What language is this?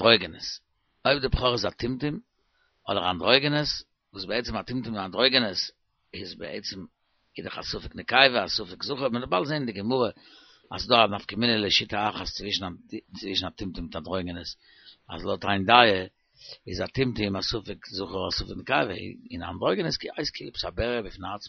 Yiddish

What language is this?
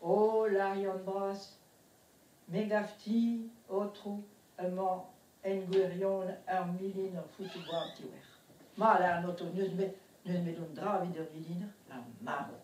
Breton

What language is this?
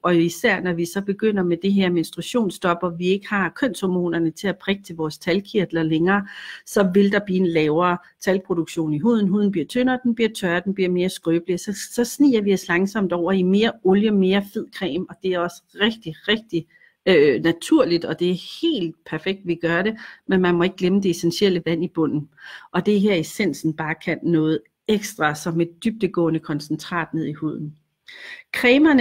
Danish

